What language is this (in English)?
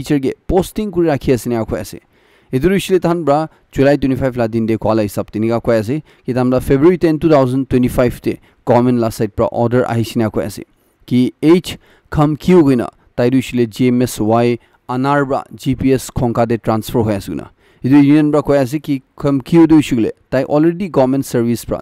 Naga Pidgin